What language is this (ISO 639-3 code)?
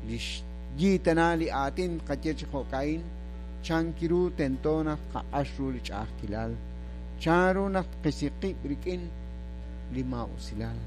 kek